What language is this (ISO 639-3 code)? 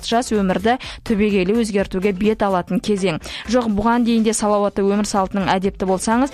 kaz